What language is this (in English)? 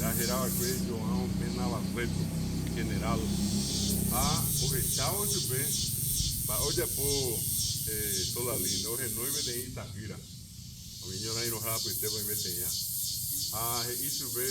Guarani